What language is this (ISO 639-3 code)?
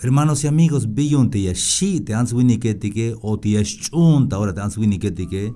tzh